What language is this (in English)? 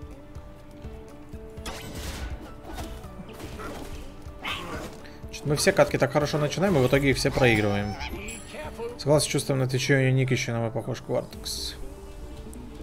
Russian